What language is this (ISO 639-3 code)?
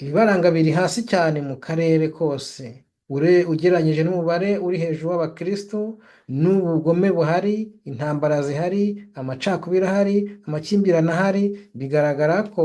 kin